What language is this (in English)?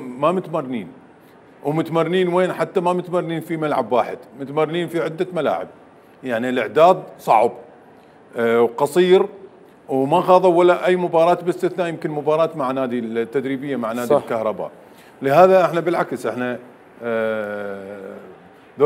Mesopotamian Arabic